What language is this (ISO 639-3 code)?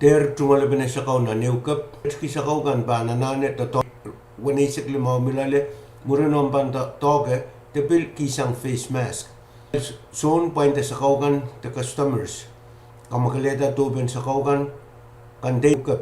pon